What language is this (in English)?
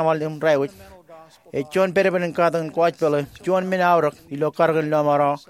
Marshallese